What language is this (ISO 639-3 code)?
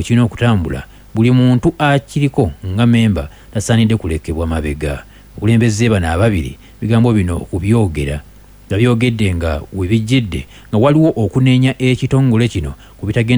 lug